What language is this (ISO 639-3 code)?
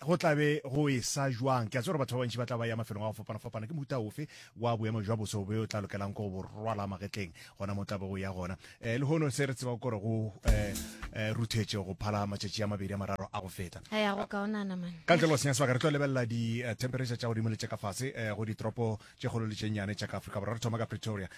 nso